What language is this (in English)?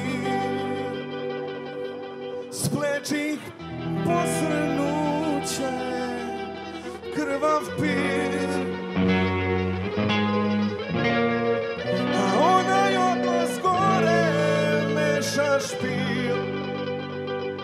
Serbian